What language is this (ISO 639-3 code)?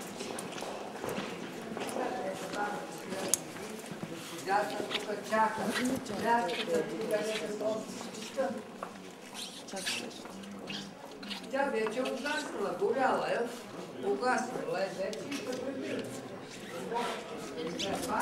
bul